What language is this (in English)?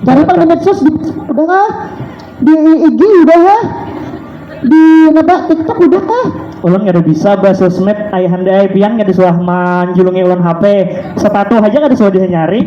Banjar